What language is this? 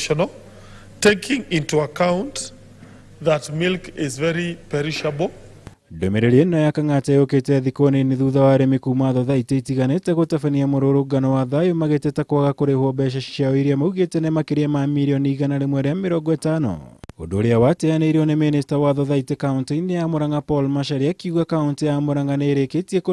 Kikuyu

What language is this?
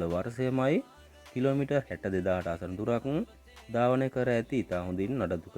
Sinhala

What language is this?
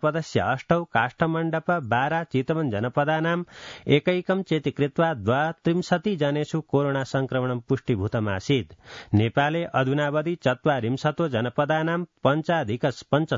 Sanskrit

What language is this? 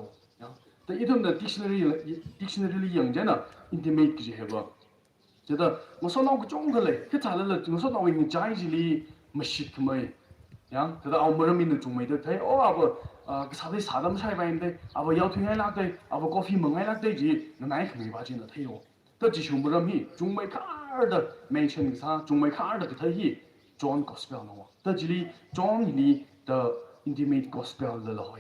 Tangkhul Naga (India)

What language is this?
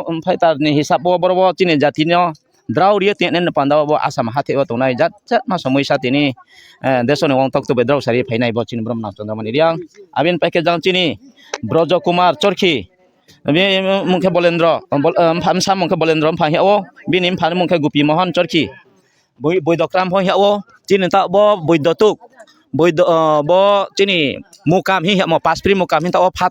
Riang (India)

